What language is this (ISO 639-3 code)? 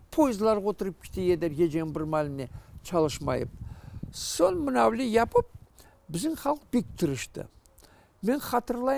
crh